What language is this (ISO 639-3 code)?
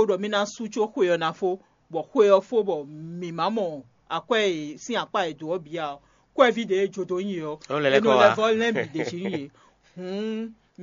fon